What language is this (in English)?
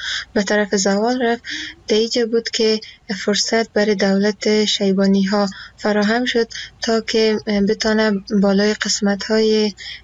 Persian